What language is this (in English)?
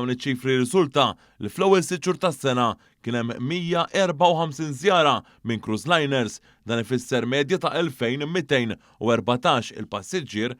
Maltese